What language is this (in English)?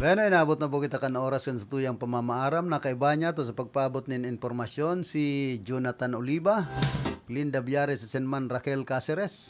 Bikol